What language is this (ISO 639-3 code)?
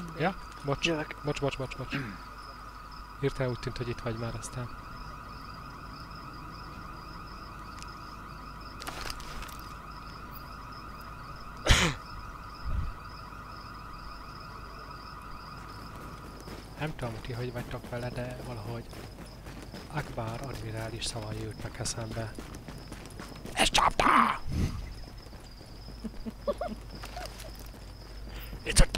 hun